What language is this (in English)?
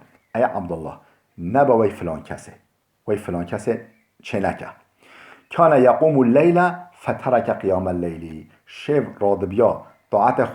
Kurdish